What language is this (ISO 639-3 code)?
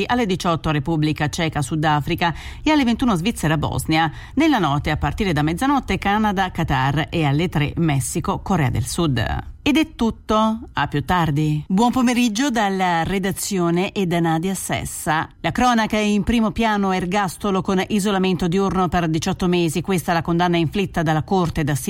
ita